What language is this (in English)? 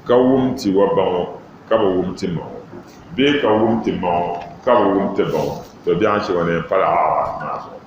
Dagbani